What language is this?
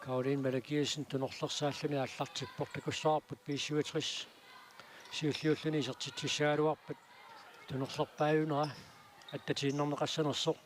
Kalaallisut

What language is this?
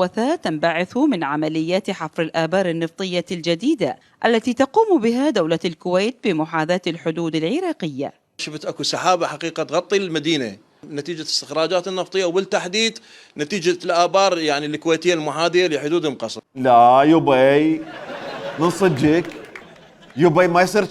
Mesopotamian Arabic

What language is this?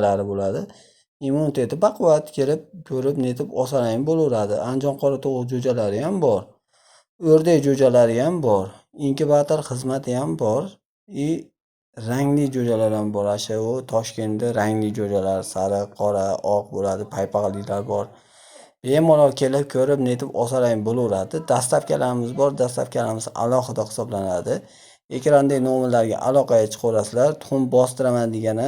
Uzbek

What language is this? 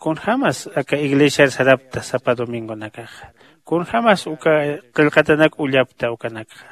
Aymara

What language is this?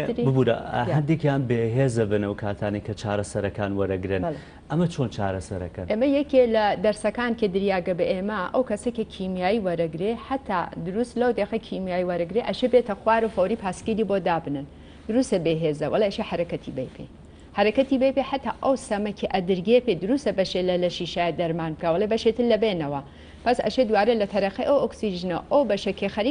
Central Kurdish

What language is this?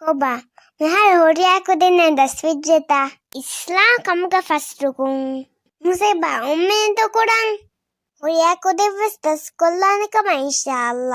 Divehi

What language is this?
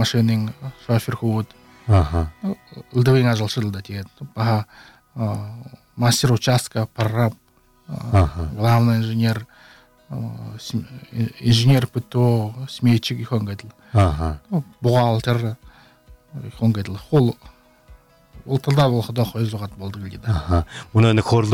Buriat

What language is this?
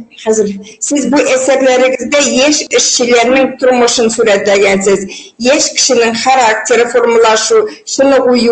Bashkir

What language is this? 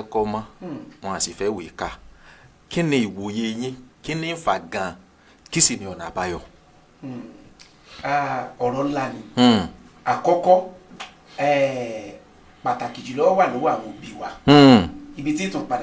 Yoruba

